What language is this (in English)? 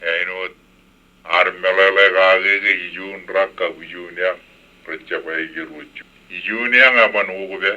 Marshallese